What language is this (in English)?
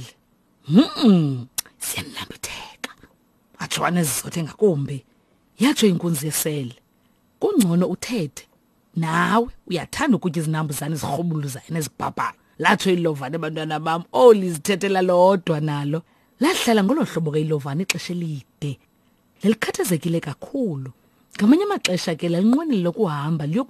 Xhosa